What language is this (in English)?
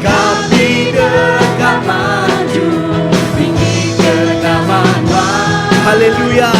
Iban